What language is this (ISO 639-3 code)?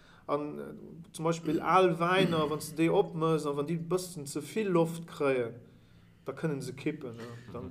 ltz